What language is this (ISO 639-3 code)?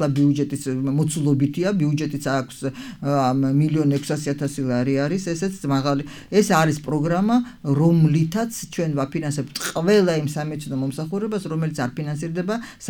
kat